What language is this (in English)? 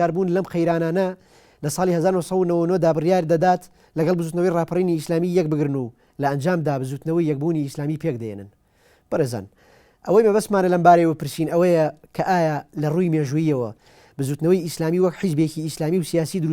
Central Kurdish